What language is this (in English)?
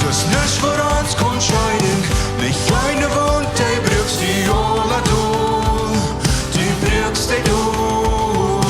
Plautdietsch